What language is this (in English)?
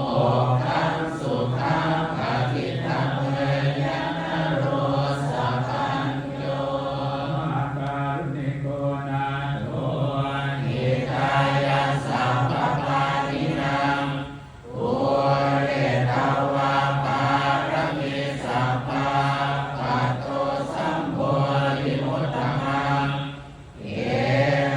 Pali